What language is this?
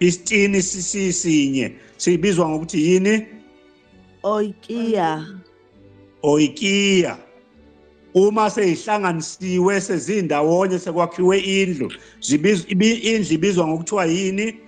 Zulu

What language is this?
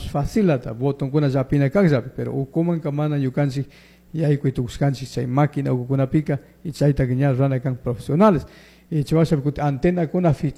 Chimborazo Highland Quichua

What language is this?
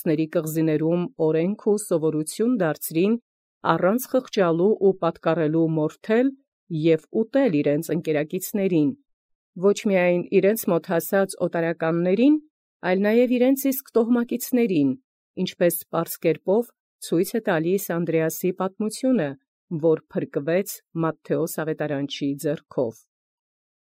Armenian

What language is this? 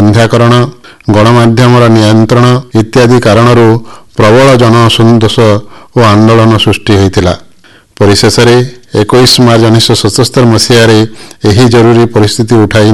Odia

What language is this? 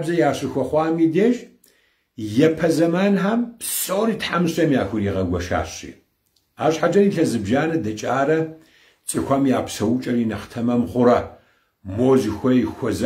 Kabardian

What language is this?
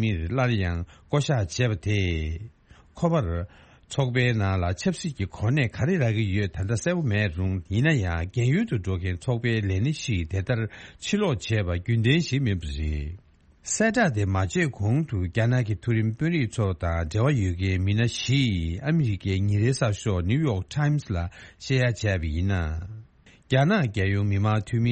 Tibetan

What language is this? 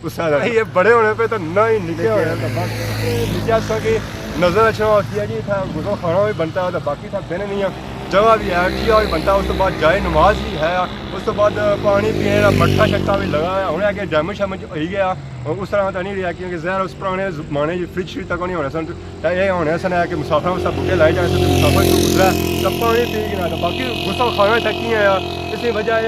Pahari-Potwari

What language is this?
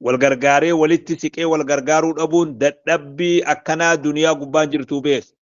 Oromo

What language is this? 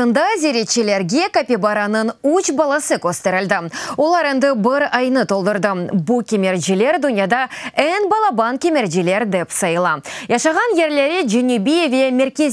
Crimean Tatar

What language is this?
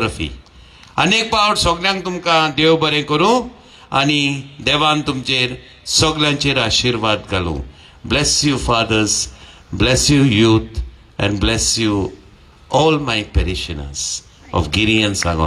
Konkani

